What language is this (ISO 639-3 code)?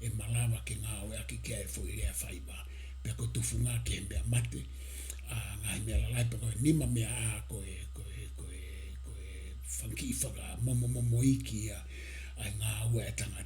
ton